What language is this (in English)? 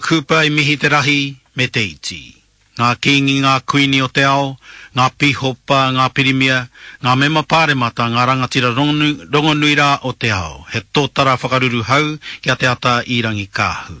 Māori